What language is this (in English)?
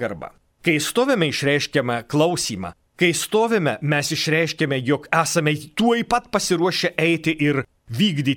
Lithuanian